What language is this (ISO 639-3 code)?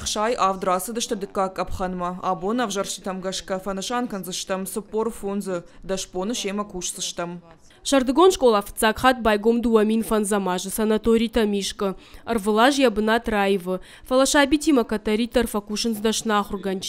oss